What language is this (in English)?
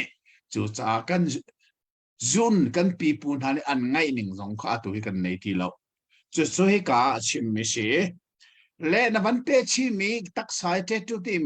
Hakha Chin